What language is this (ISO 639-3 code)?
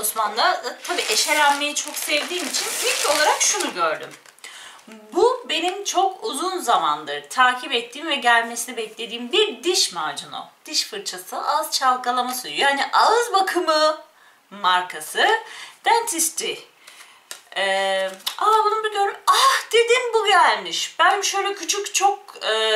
tur